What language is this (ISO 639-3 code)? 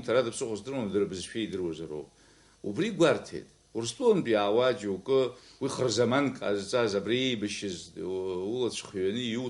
abk